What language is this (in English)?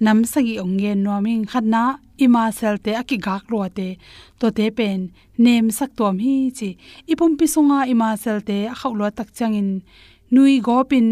Tedim Chin